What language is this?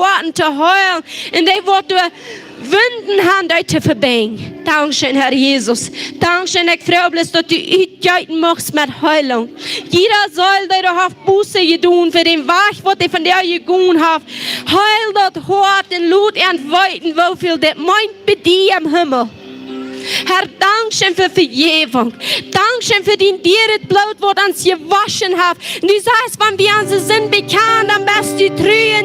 Plautdietsch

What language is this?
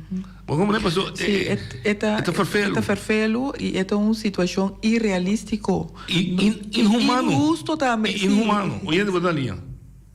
Papiamento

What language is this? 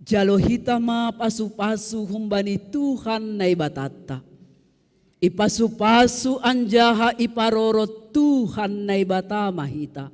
Batak Simalungun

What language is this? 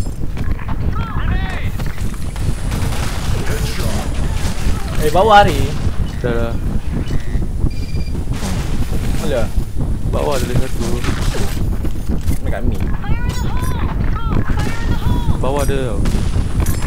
Malay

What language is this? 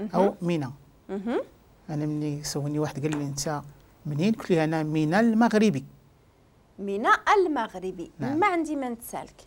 Moroccan Arabic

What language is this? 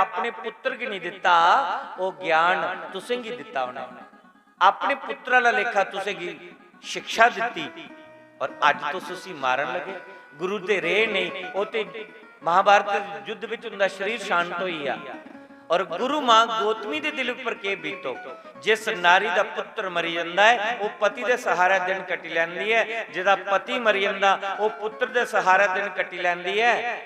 Dogri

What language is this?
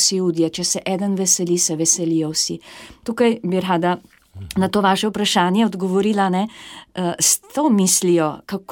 Slovenian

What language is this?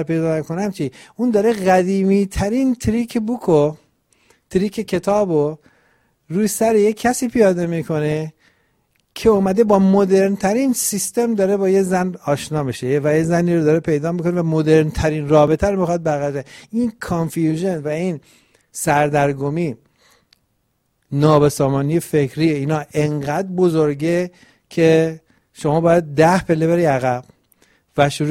Persian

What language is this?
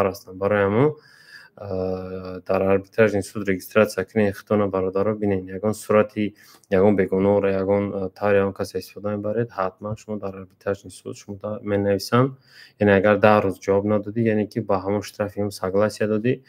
Tajik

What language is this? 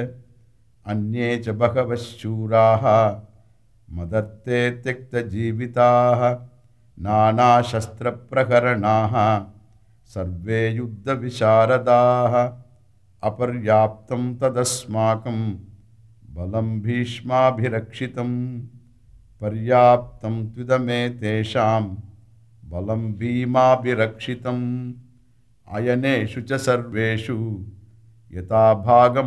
Sanskrit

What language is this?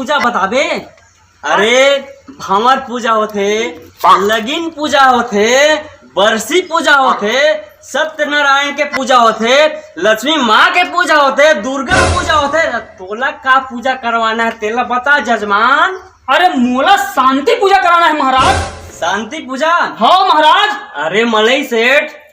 Chhattisgarhi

